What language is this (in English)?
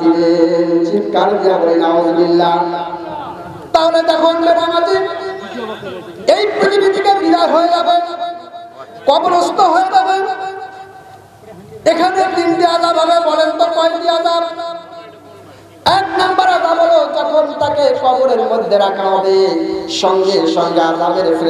Bangla